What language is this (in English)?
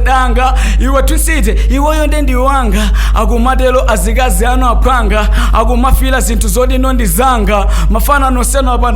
Nyanja